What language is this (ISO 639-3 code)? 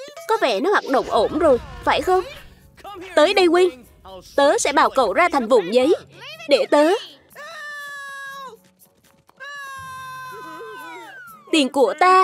vie